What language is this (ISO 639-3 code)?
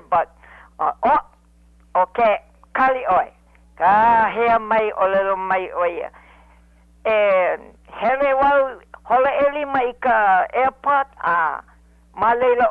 haw